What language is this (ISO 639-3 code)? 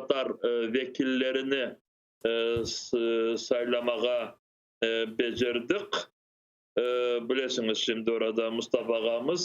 crh